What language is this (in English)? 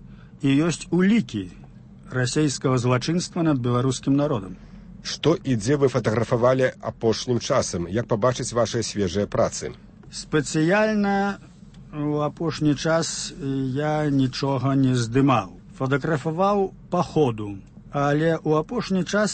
Belarusian